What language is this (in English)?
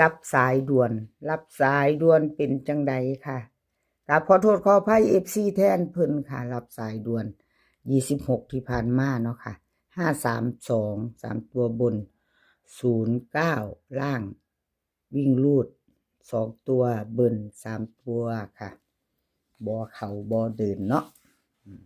Northeastern Thai